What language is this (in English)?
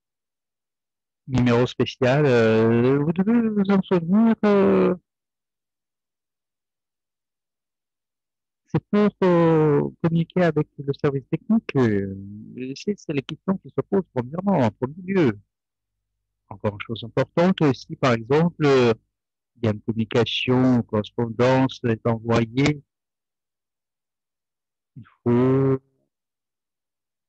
French